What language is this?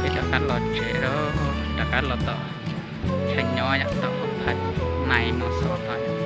Hmong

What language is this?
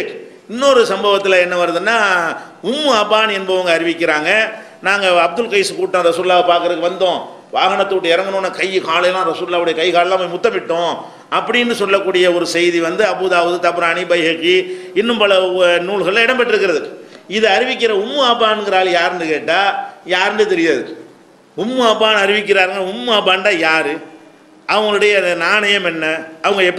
Tamil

